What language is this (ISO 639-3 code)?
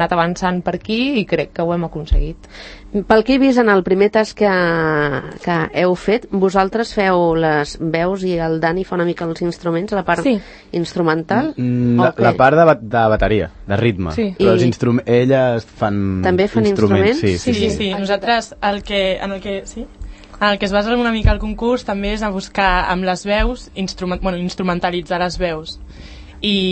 cat